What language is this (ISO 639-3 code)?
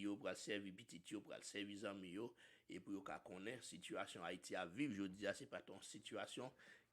hat